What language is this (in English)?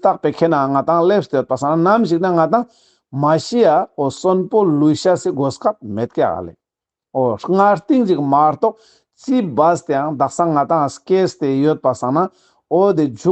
Ladakhi